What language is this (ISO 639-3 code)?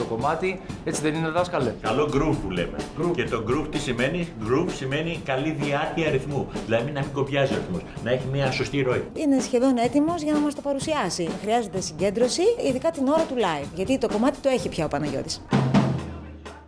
ell